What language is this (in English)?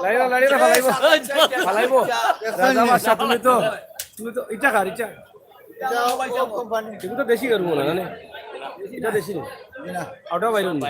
Sylheti